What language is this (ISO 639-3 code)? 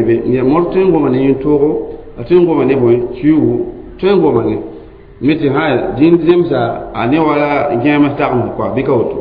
mos